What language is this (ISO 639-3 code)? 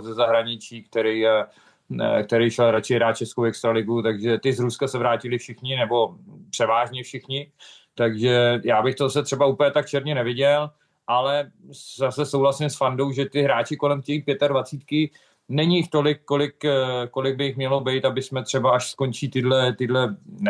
ces